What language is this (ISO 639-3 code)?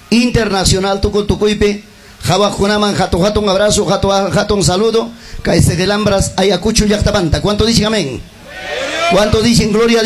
quy